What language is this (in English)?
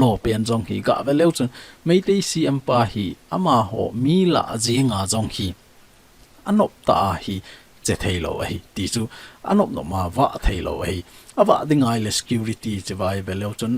Thado Chin